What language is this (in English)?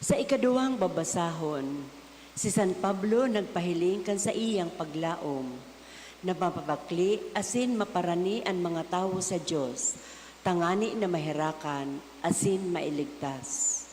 Bikol